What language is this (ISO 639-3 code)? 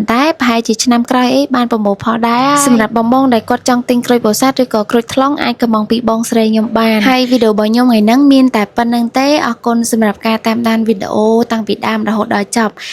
khm